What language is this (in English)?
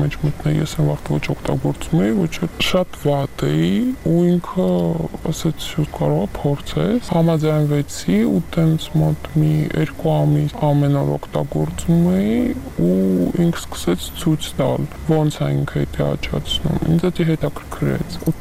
Armenian